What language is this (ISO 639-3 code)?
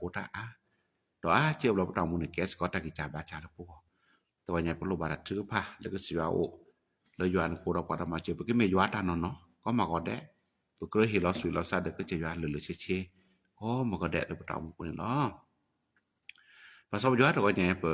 ksw